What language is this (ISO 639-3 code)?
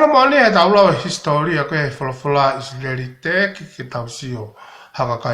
ton